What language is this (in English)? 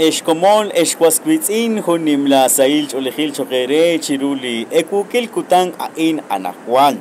Kekchí